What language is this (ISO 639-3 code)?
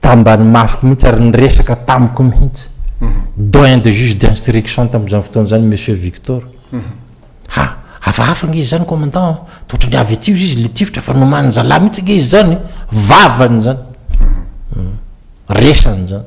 mlg